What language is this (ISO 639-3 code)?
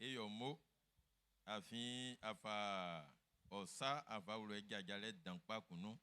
bci